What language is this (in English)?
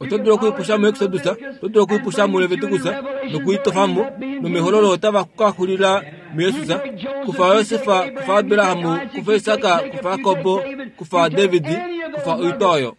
Kuanyama